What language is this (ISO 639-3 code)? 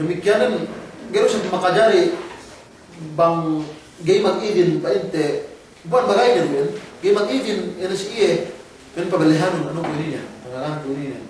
yka